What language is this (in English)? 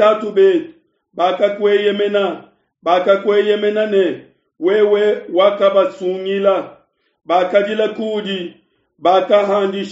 Luba-Lulua